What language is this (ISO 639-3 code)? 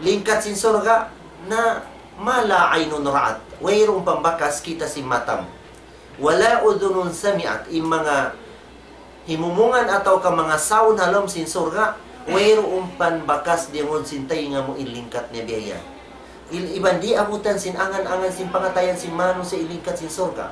tsg